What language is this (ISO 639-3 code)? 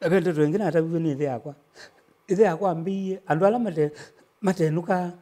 kam